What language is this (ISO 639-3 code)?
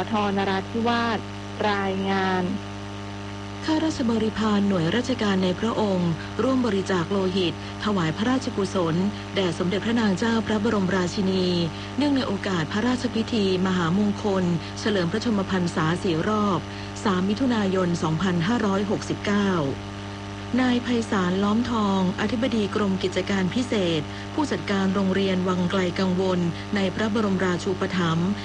tha